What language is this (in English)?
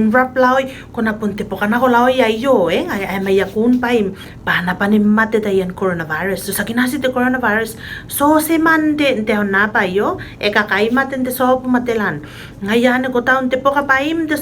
Tuvalu